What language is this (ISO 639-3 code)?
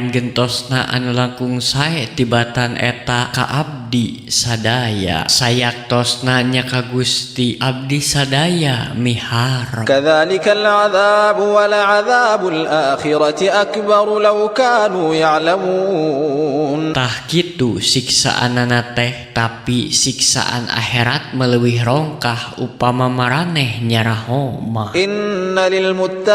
sun